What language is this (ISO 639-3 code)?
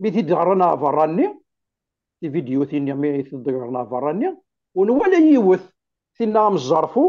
kab